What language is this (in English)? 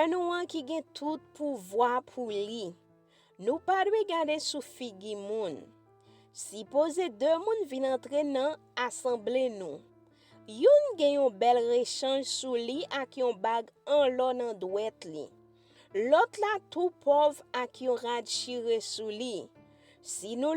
Haitian Creole